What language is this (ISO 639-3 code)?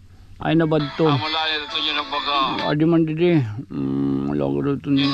war